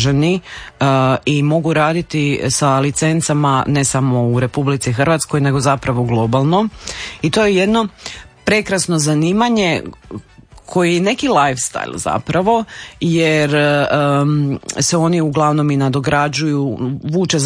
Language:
Croatian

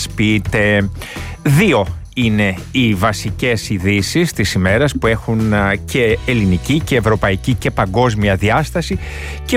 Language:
Greek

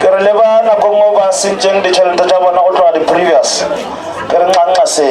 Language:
Northern Sotho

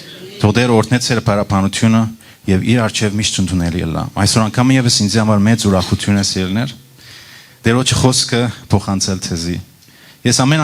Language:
Western Armenian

